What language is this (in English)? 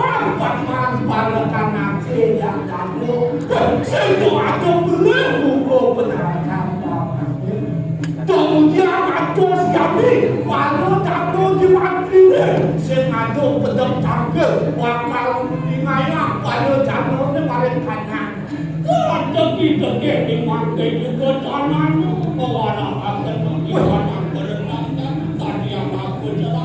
Balinese